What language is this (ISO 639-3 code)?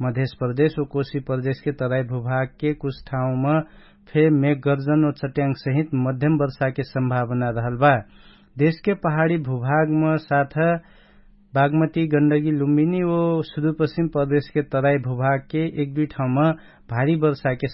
thl